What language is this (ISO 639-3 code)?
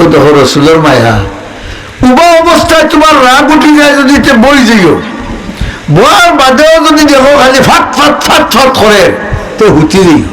syl